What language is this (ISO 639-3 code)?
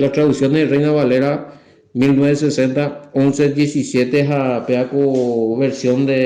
grn